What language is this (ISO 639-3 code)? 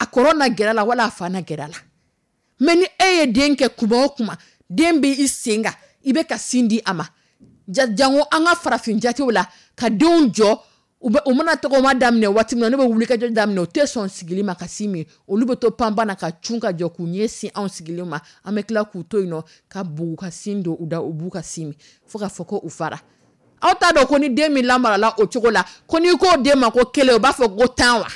dyu